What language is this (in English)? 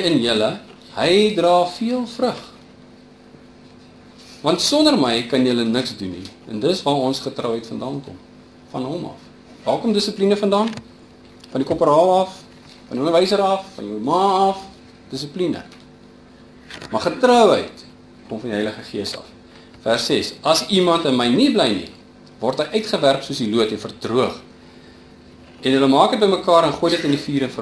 Afrikaans